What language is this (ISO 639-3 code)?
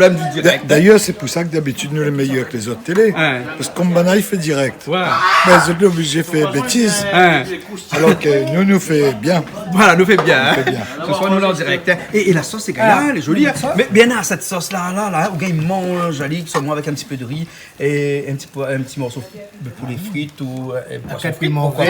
rcf